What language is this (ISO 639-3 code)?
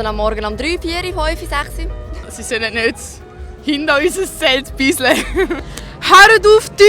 gsw